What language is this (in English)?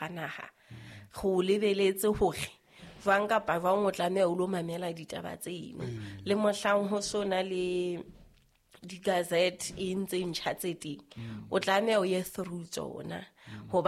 Southern Sotho